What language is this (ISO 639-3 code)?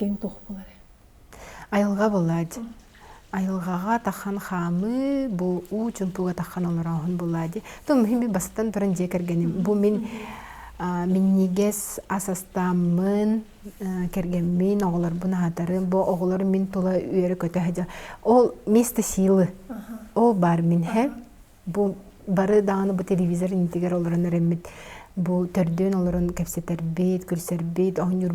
sah